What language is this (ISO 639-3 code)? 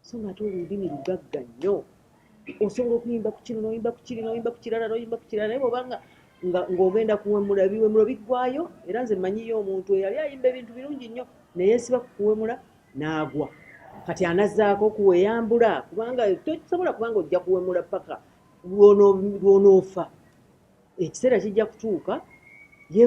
lug